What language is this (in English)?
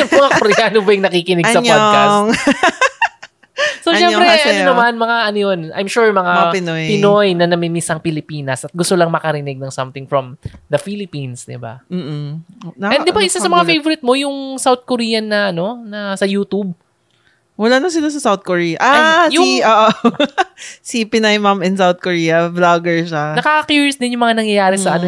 Filipino